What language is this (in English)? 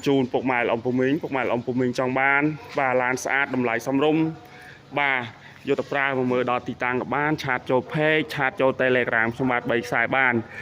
Khmer